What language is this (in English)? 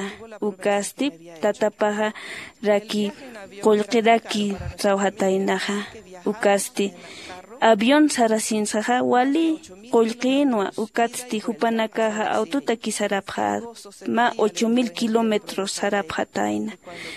Aymara